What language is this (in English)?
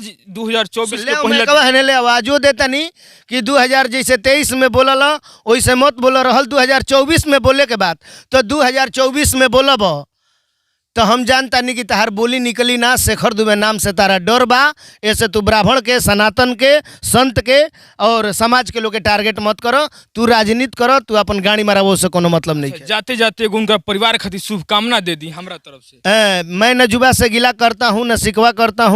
Bhojpuri